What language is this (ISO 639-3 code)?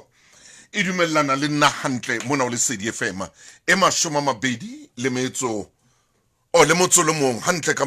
sot